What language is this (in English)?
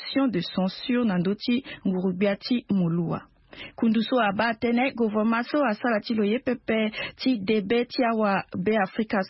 Sango